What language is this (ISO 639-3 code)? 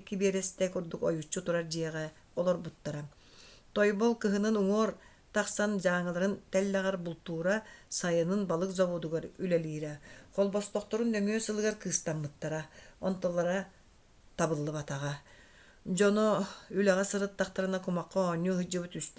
sah